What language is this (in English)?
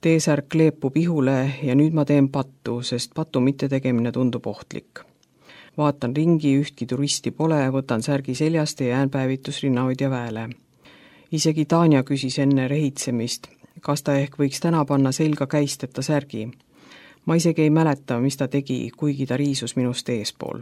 Estonian